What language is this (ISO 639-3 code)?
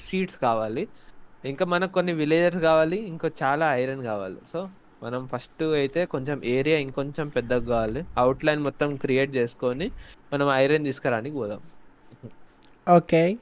tel